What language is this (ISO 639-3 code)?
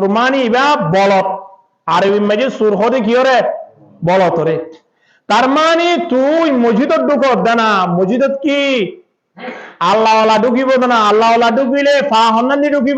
rhg